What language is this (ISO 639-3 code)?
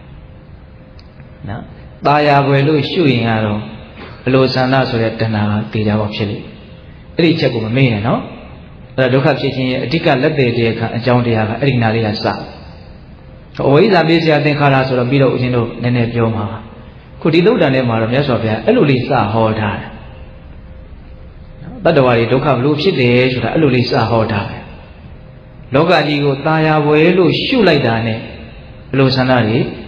mya